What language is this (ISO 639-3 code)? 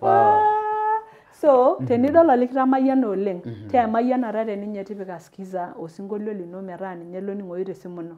mas